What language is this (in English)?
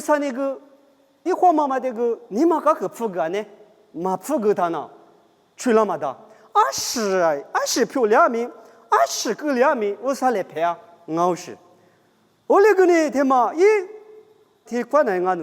Lisu